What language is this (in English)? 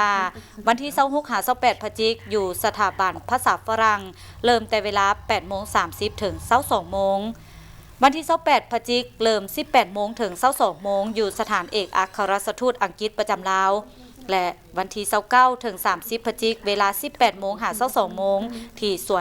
Lao